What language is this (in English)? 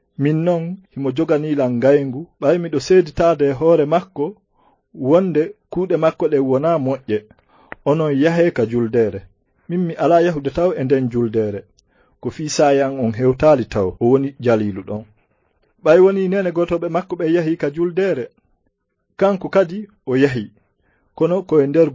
Fula